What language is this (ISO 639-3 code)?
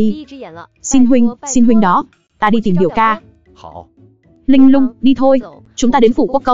vie